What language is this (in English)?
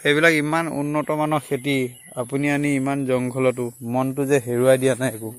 Assamese